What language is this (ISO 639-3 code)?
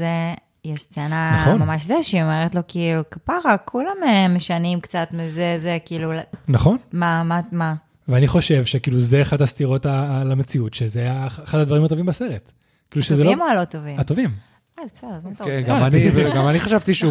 heb